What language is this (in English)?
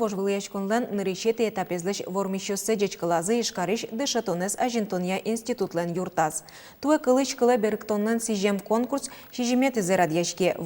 Udmurt